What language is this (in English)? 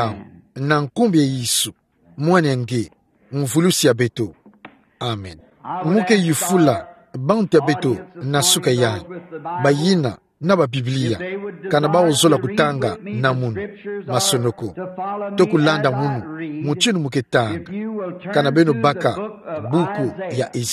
Kituba (Democratic Republic of Congo)